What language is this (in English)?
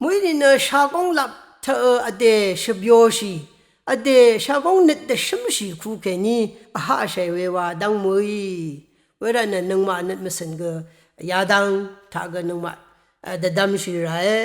Rawang